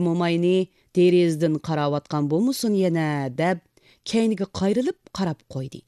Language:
Uyghur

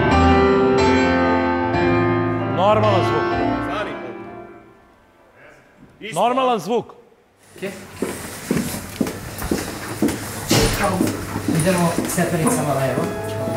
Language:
Serbian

